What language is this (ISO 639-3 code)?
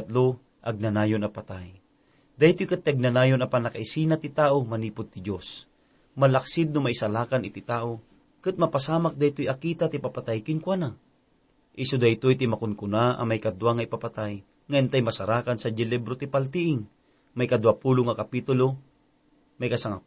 ilo